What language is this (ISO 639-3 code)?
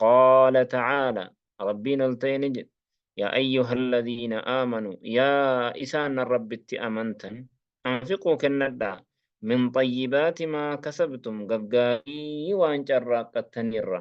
orm